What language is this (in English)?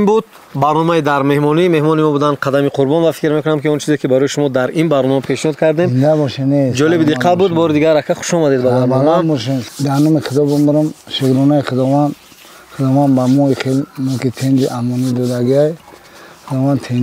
Tajik